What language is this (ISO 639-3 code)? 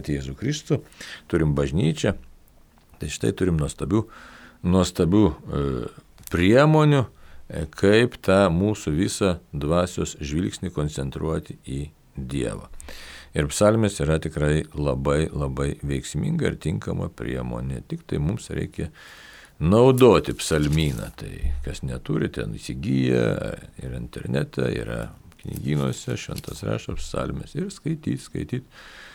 lit